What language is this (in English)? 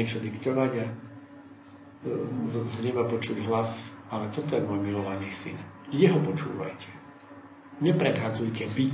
Slovak